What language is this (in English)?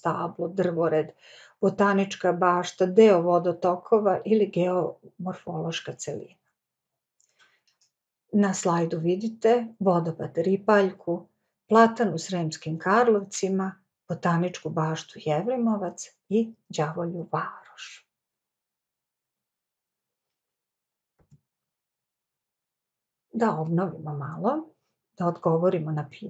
Serbian